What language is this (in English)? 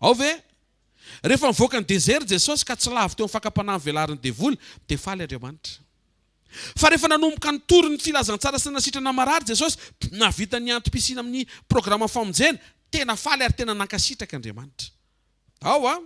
Malagasy